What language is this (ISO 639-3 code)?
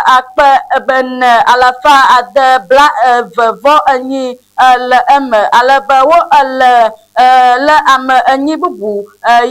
ewe